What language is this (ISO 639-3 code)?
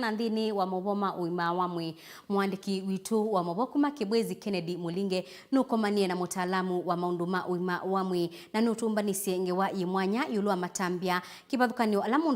kam